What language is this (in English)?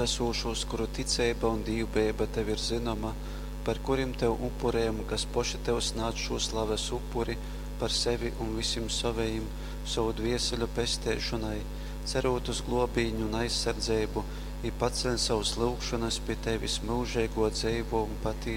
Latgalian